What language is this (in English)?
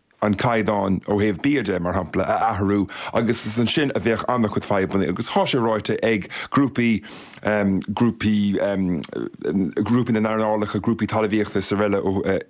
Irish